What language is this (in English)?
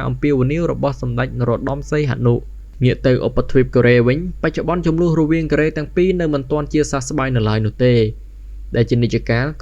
Khmer